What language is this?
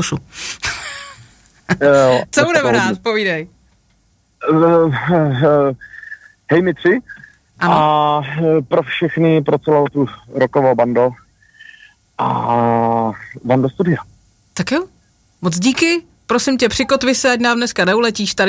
Czech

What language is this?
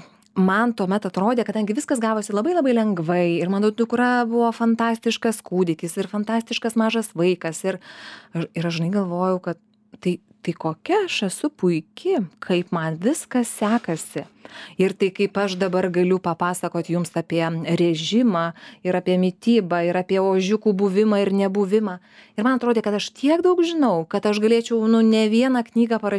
Lithuanian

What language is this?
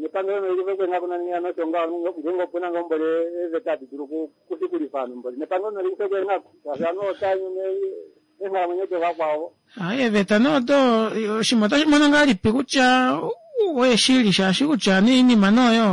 Kuanyama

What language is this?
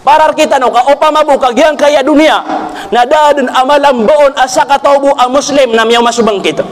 Maranao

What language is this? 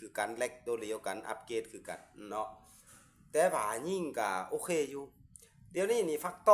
Lao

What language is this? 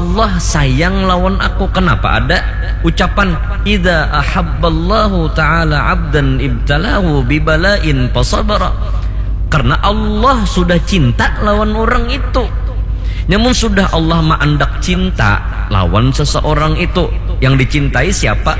Banjar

